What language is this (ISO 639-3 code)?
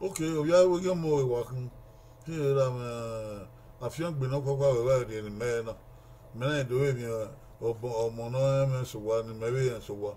bin